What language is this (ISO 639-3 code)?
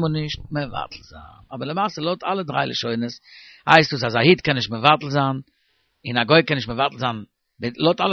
yid